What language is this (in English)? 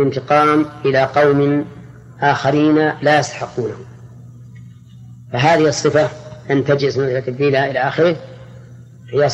Arabic